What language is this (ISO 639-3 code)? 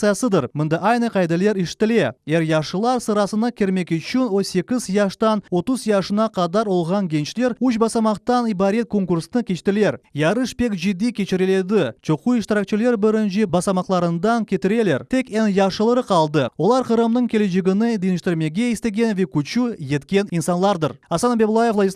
crh